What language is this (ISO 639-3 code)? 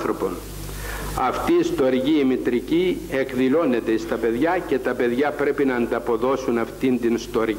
ell